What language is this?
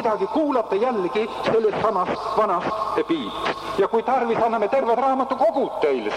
Estonian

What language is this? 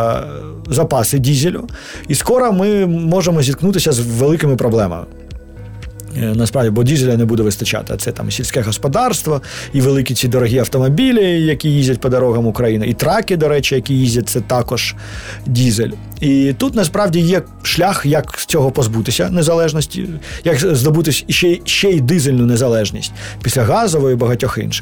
Ukrainian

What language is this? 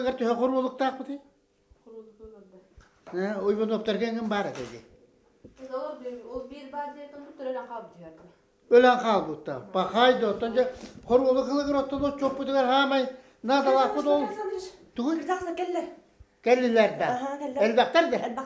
Yakut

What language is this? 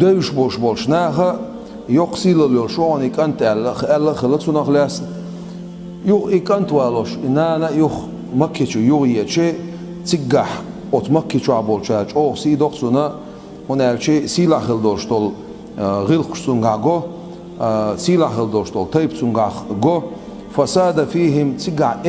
Chechen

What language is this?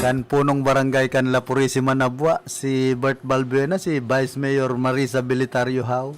Bikol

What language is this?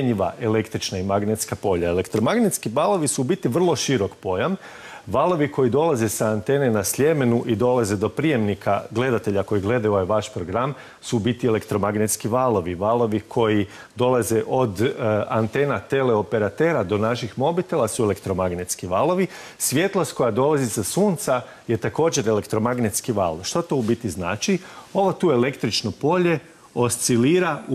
Croatian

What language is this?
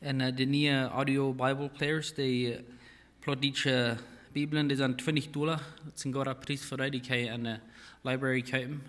Plautdietsch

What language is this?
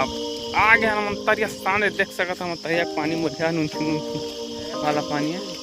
Chhattisgarhi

